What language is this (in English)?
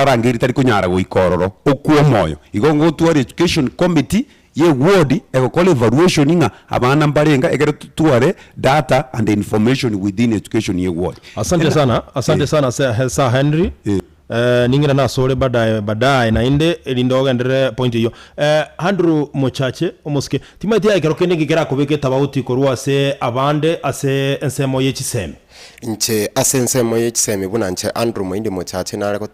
Gusii